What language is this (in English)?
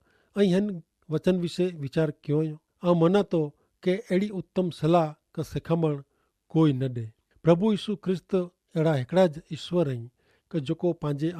Kachhi